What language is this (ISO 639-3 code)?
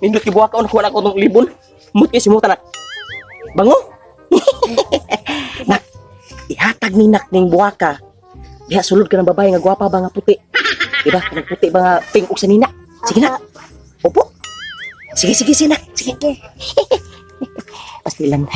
ceb